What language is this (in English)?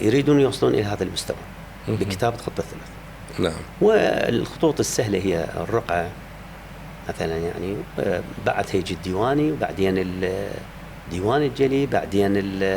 Mesopotamian Arabic